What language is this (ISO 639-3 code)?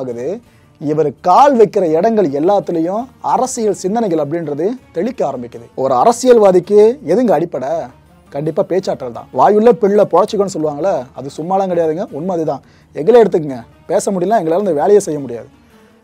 tam